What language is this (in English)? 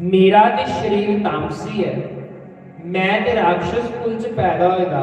Dogri